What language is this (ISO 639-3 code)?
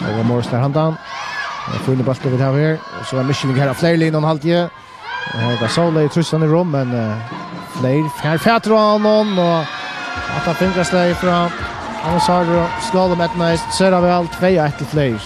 fao